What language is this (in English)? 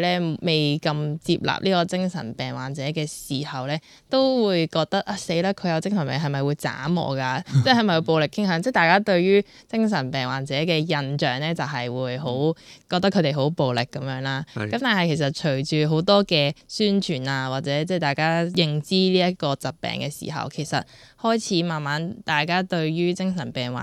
Cantonese